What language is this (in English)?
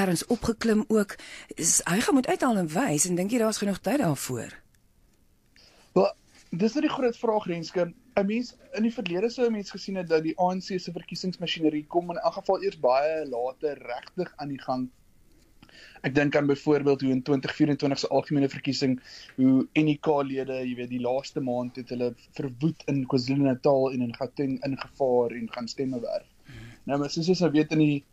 Afrikaans